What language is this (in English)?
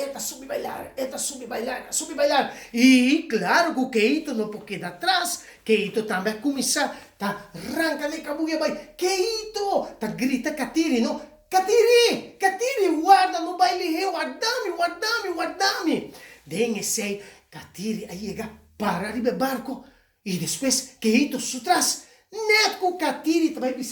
Papiamento